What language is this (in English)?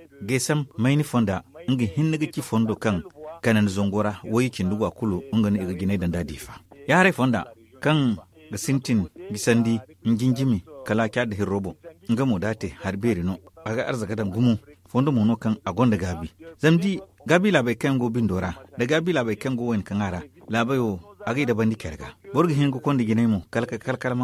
Zarma